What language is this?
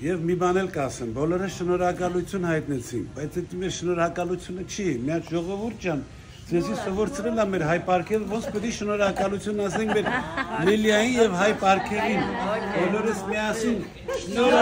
Western Armenian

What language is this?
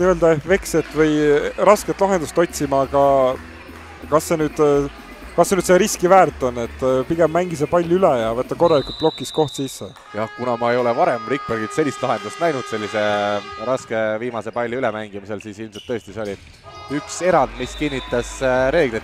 Estonian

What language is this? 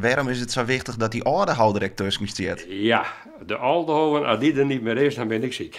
Western Frisian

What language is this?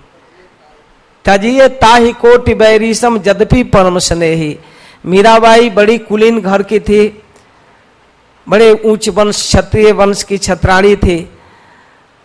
Hindi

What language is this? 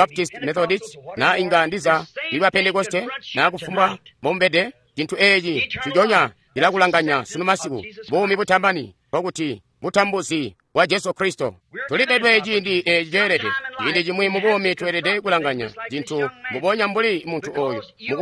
Tonga (Zambia)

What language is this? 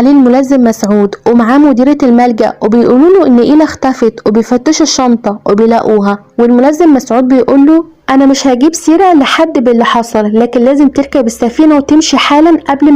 Egyptian Arabic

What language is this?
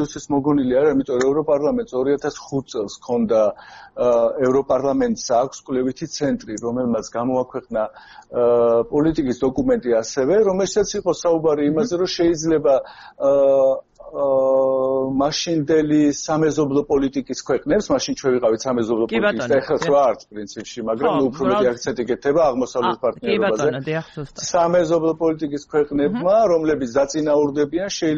Georgian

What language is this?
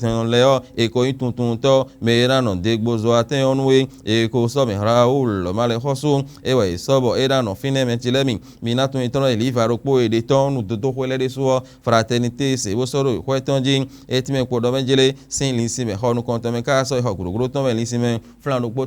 Fon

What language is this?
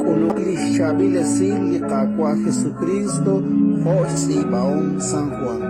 Kekchí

